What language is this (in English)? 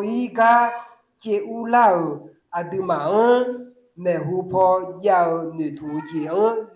Akha